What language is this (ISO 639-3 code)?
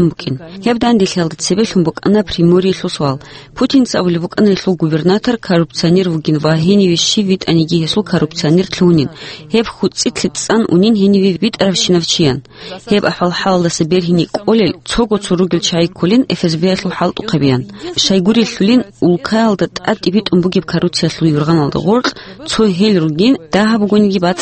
ava